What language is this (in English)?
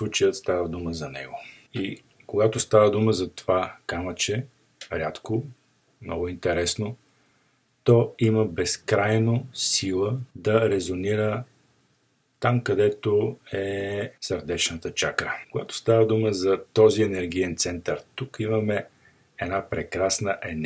Bulgarian